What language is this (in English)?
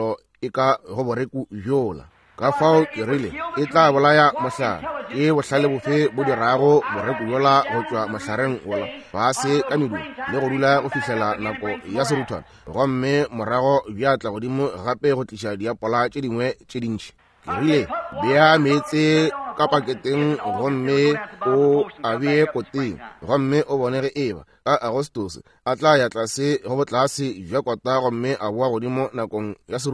Northern Sotho